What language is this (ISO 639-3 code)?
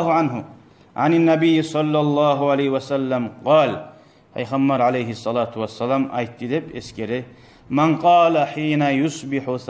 kum